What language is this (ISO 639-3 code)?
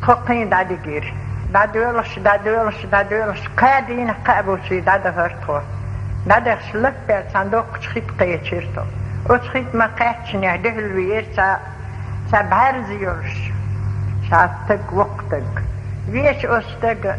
che